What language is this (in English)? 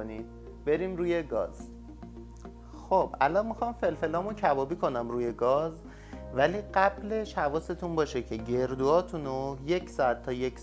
Persian